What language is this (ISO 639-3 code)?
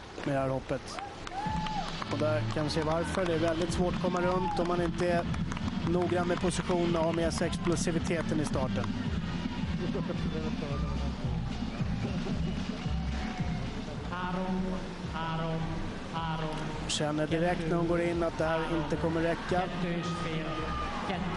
swe